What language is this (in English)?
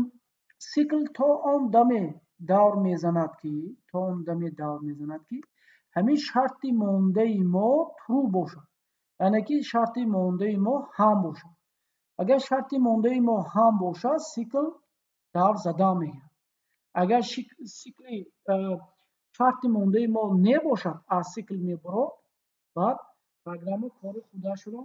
Tajik